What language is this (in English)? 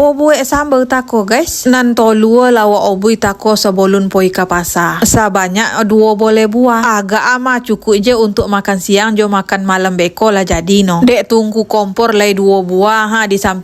Minangkabau